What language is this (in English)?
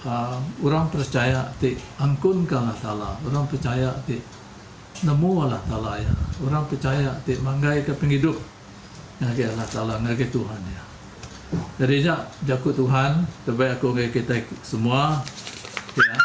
Iban